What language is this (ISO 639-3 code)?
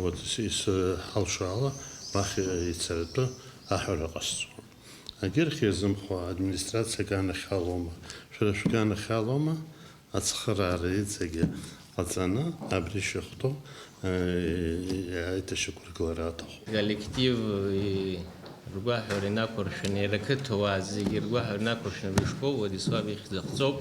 abk